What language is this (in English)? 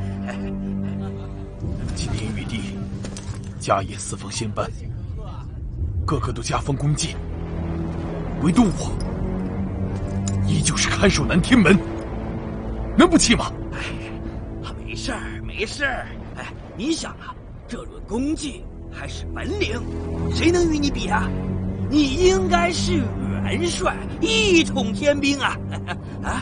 Chinese